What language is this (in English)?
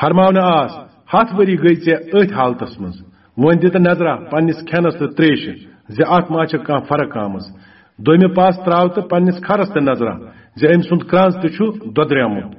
Kashmiri